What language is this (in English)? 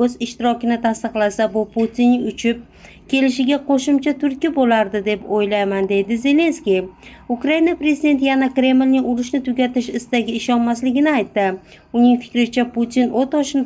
Uzbek